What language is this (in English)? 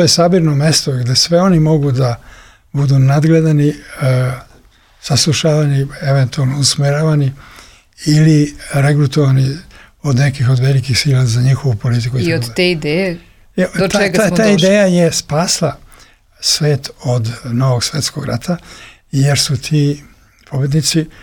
Serbian